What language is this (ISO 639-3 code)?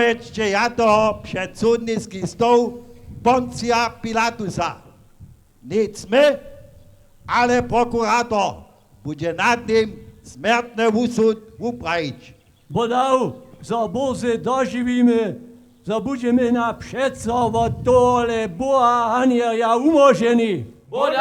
hsb